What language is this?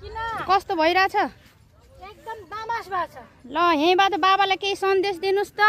Nepali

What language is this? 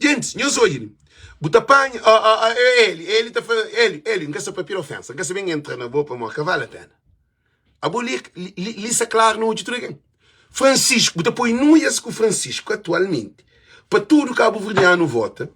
Kabuverdianu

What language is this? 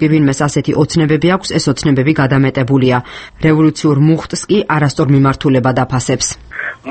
Georgian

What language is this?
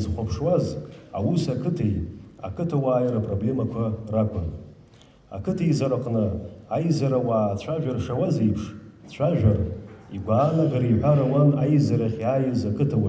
Abkhazian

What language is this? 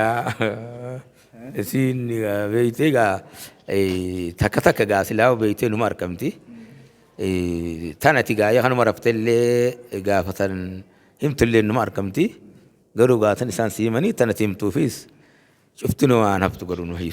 Oromo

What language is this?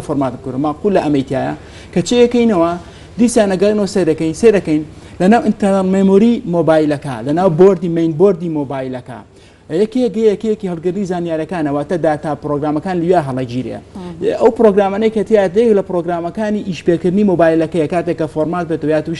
Central Kurdish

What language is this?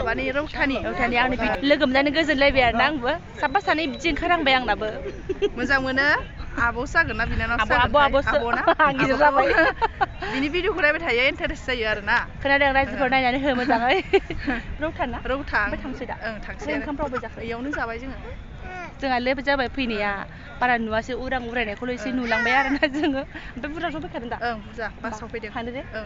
Bodo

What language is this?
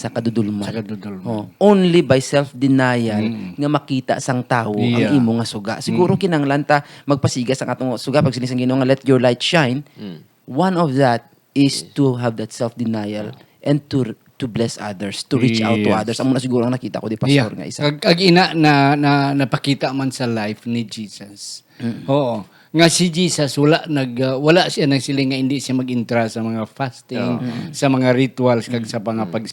Hiligaynon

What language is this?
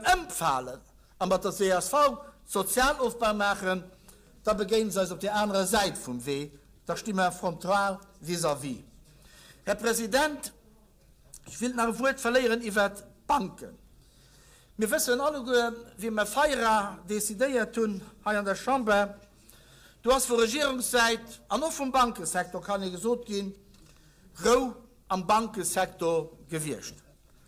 Luxembourgish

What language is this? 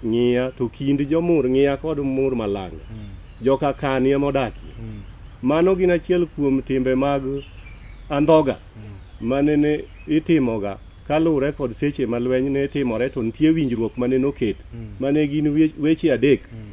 Luo (Kenya and Tanzania)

